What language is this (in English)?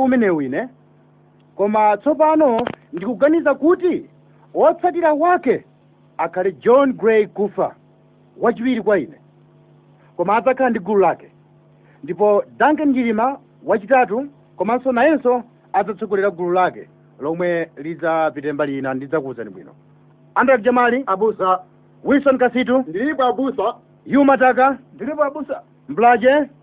Nyanja